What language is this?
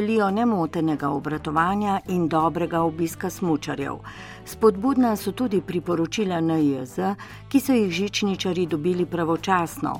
Slovenian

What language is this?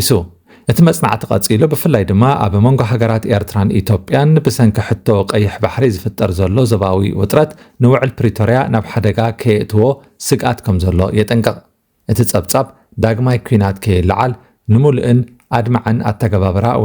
Tigrinya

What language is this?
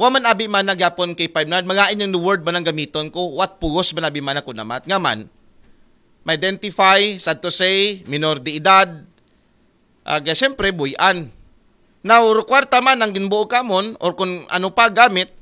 Aklanon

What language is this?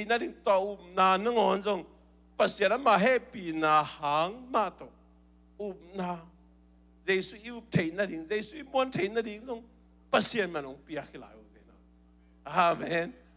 Tedim Chin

